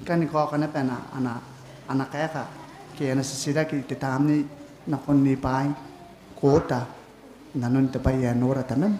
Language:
Gilbertese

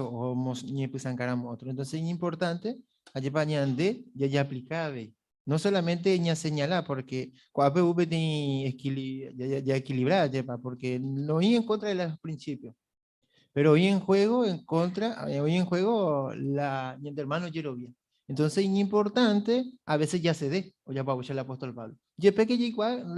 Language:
Guarani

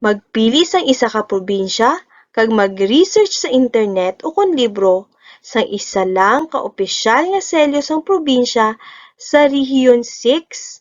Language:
Hiligaynon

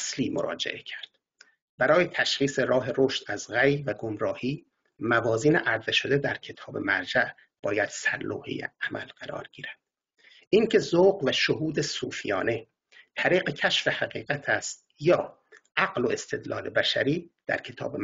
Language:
Persian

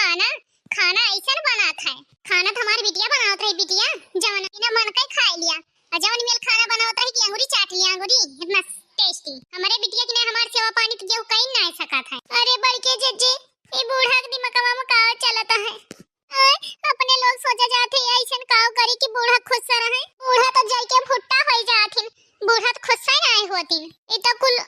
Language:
Awadhi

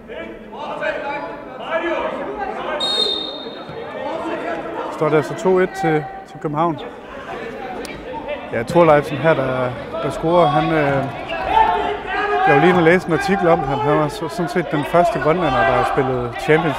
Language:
Danish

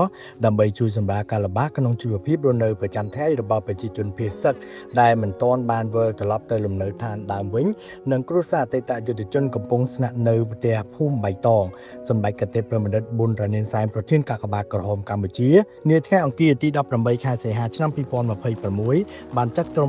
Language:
Khmer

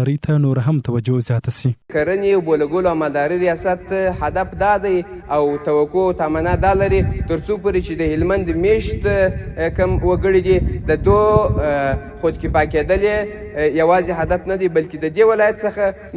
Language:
Pashto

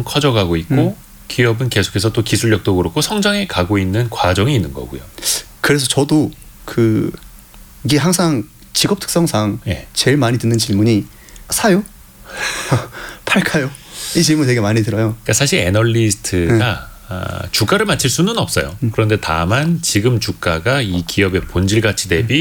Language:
Korean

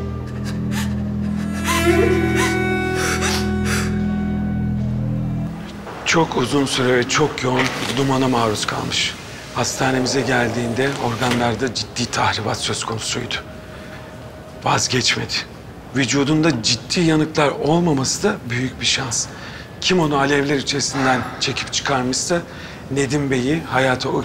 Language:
Turkish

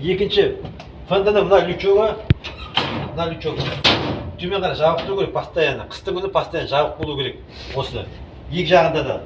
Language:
Kazakh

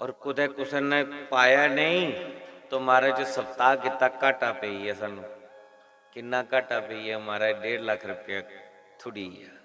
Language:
Dogri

